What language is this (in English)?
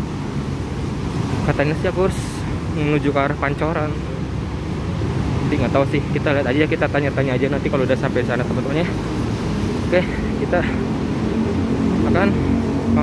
Indonesian